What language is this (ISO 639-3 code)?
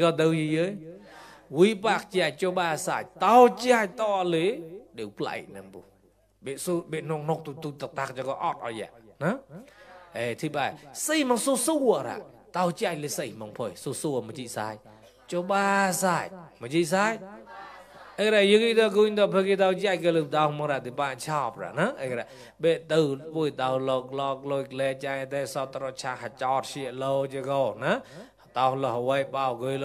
mnw